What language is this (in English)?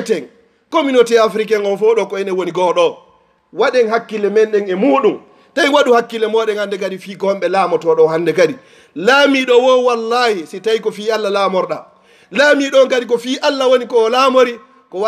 Fula